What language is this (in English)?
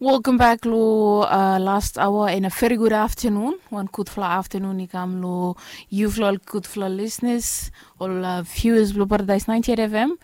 Bislama